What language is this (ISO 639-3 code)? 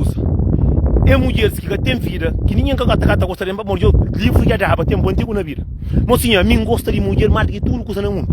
kea